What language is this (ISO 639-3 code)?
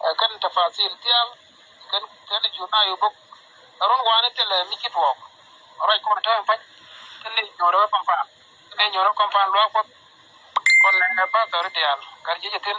nus